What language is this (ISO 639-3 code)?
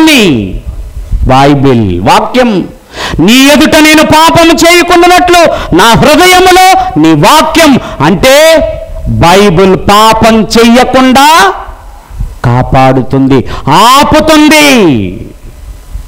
tel